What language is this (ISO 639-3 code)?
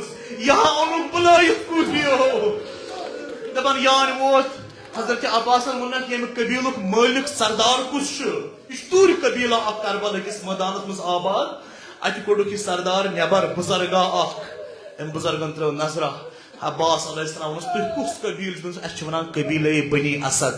kas